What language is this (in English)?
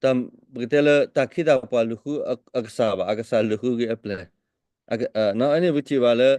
S'gaw Karen